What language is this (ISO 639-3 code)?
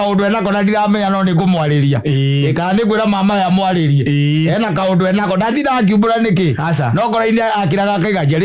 kik